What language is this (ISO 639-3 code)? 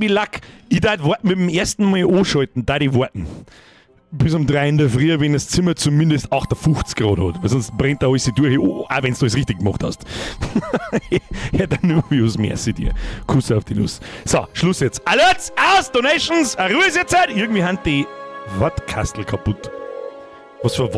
bar